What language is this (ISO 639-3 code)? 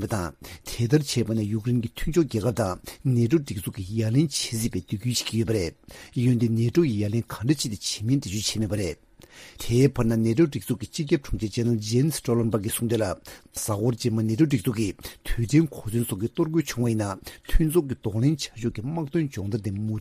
bod